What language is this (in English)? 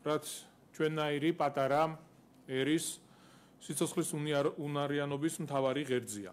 Georgian